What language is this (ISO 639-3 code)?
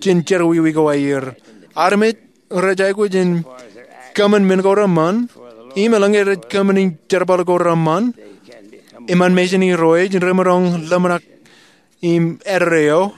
mah